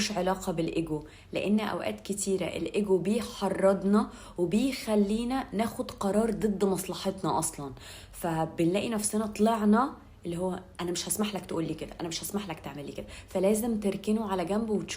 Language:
Egyptian Arabic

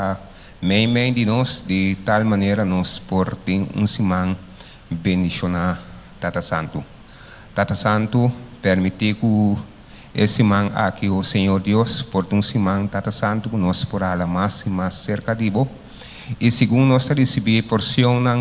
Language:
Papiamento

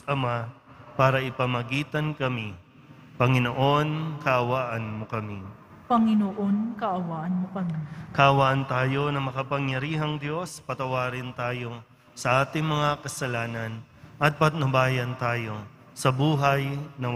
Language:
Filipino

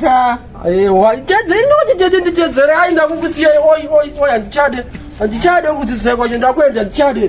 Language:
Shona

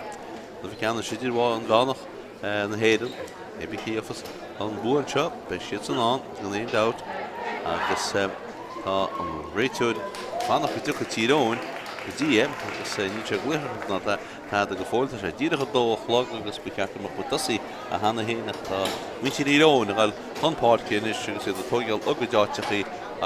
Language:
Irish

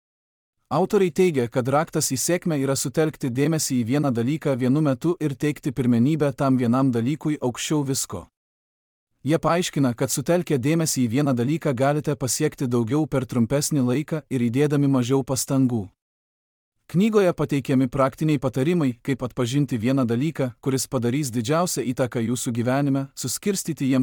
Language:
Lithuanian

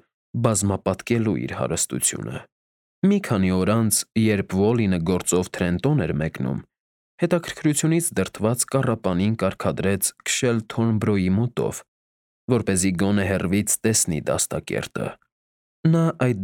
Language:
Armenian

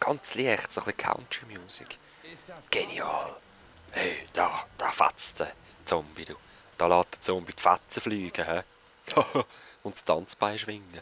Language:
Swiss German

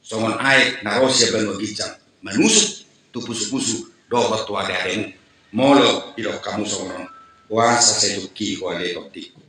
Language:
Batak Toba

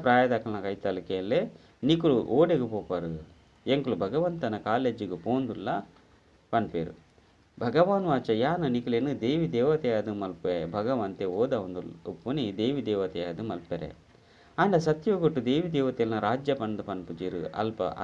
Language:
Tulu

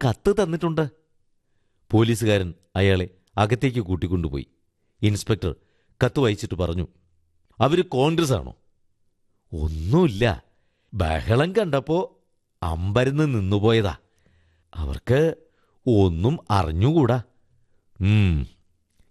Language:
Malayalam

